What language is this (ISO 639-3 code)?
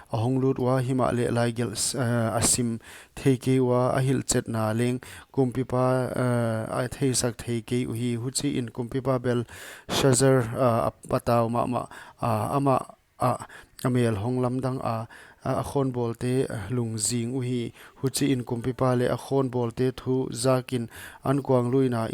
pck